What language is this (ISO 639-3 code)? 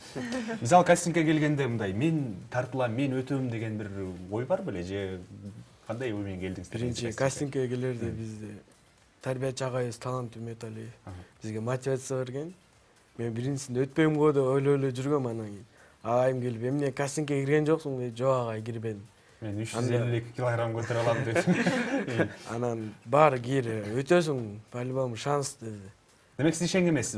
kir